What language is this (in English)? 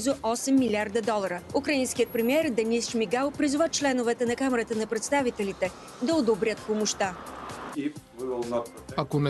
Bulgarian